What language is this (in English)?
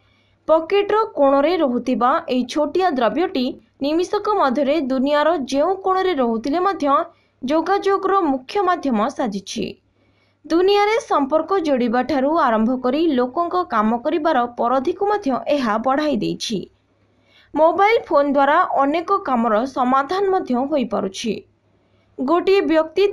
Odia